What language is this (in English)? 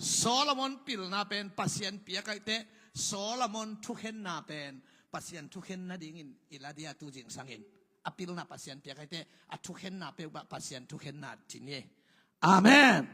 Tedim Chin